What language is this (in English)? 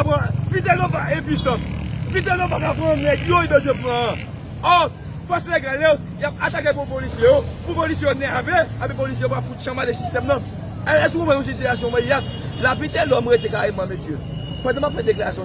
Haitian Creole